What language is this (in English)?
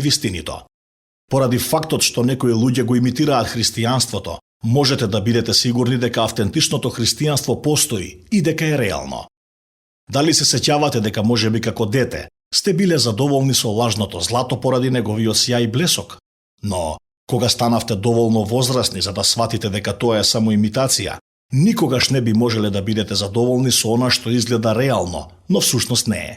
Macedonian